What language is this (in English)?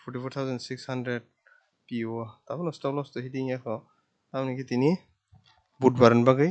Kok Borok